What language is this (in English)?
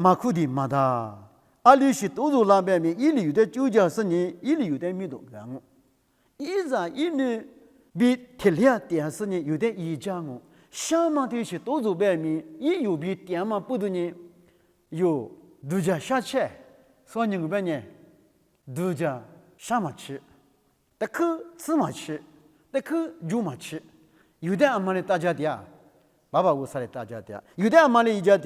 Lisu